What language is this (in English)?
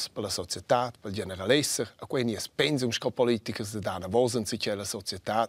Romansh